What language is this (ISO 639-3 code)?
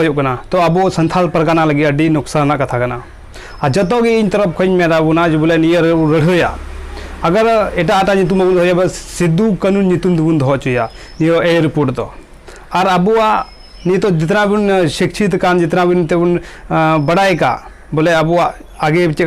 sat